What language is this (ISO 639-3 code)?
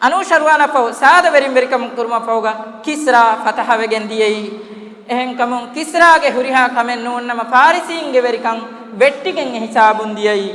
div